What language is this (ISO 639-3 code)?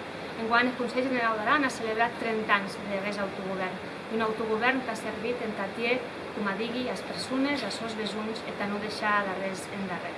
oci